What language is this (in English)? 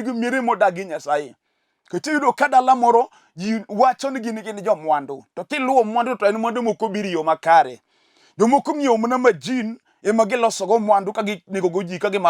Luo (Kenya and Tanzania)